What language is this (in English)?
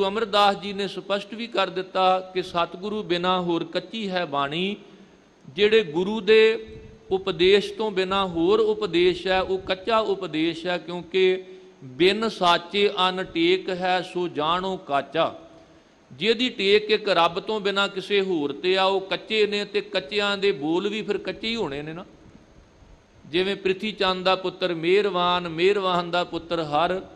Punjabi